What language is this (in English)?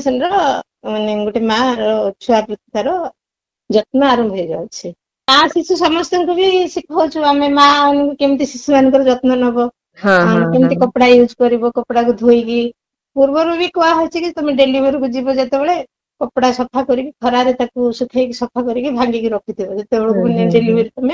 Odia